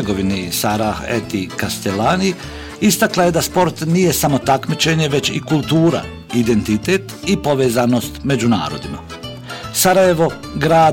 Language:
Bosnian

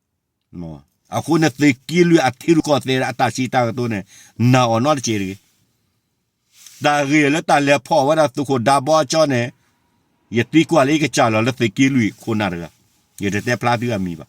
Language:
S'gaw Karen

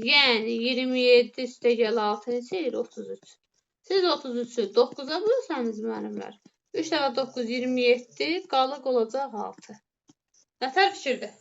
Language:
Azerbaijani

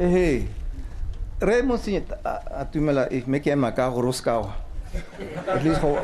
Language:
Tswana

